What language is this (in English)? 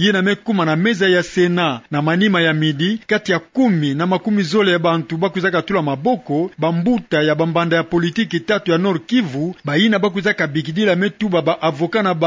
Kituba (Democratic Republic of Congo)